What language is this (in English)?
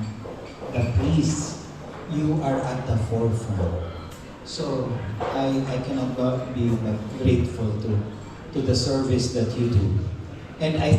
Bikol